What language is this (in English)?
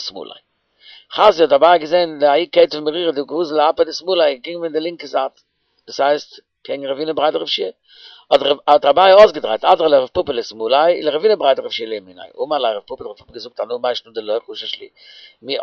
Yiddish